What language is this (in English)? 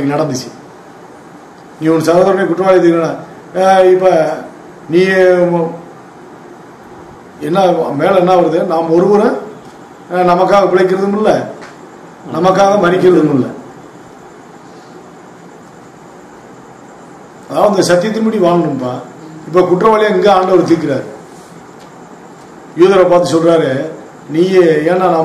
Tamil